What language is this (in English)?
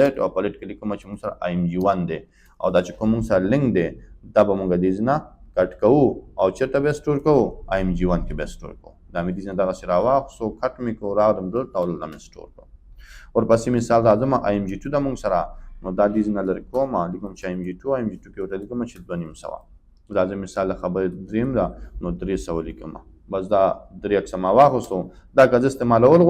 Pashto